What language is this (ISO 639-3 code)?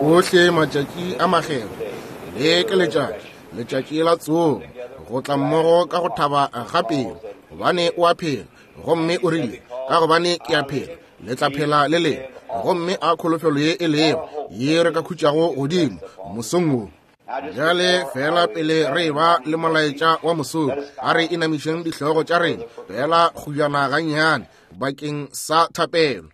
nso